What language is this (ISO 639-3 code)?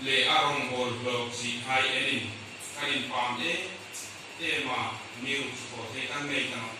hmr